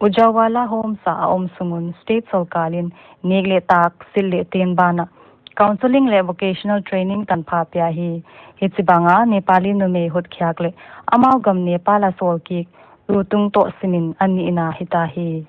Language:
Paite Chin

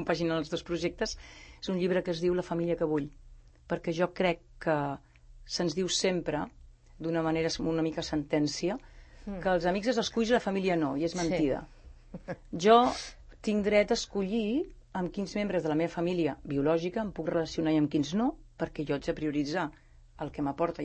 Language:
Catalan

